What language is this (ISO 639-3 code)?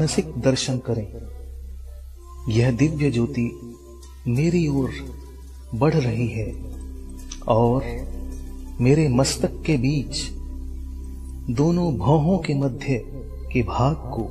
hin